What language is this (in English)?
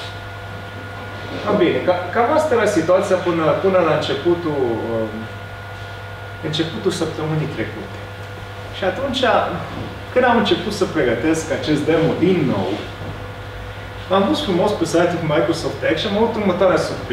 Romanian